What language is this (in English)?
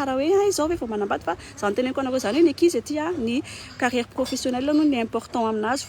Malagasy